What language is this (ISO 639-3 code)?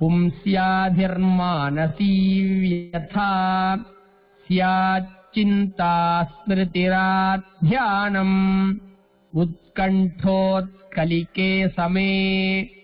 san